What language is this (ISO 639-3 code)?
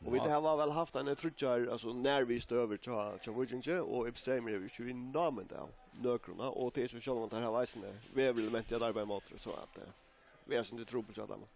fao